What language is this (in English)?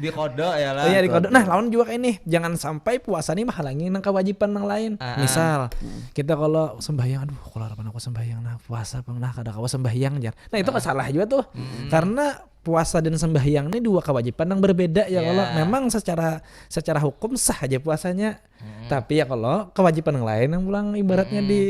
Banjar